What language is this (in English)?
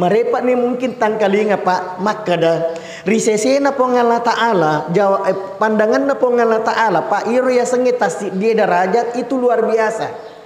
Buginese